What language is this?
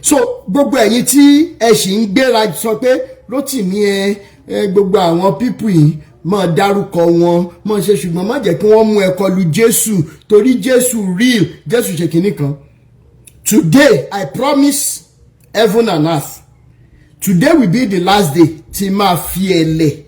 Yoruba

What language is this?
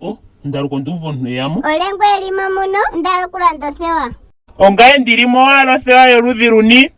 Ndonga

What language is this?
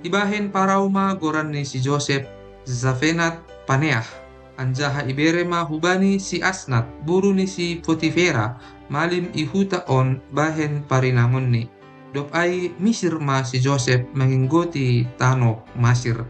Batak Simalungun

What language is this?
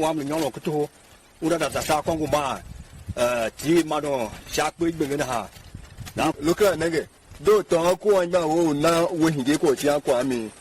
Tiv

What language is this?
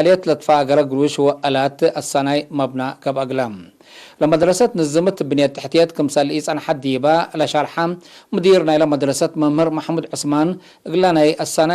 Tigre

